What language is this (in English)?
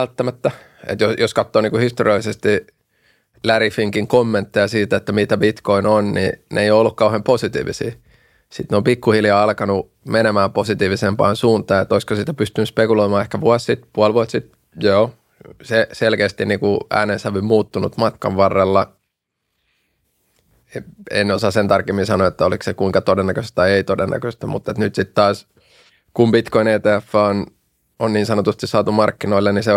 Finnish